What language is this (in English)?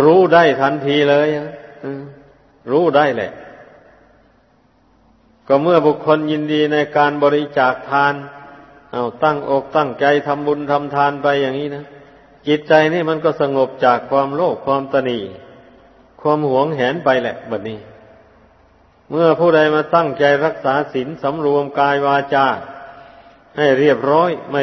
Thai